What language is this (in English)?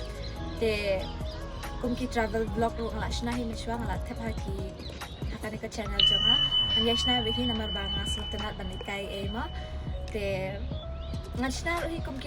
Khasi